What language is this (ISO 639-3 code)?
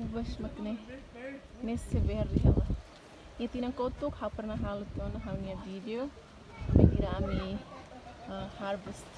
tet